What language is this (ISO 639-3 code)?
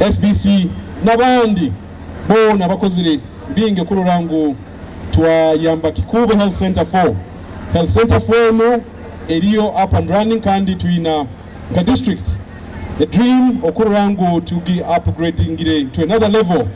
nyo